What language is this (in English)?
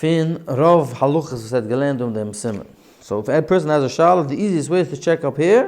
Yiddish